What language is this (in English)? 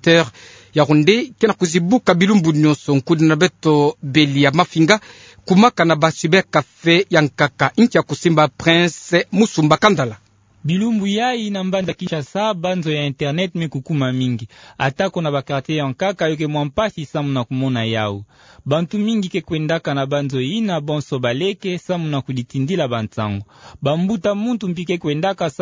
Kituba (Democratic Republic of Congo)